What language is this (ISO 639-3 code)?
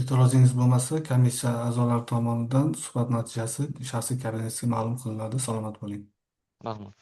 uzb